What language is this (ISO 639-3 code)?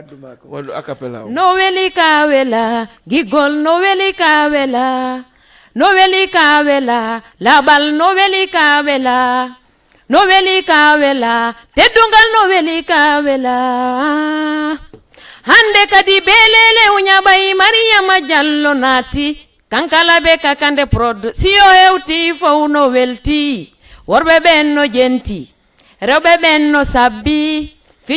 ful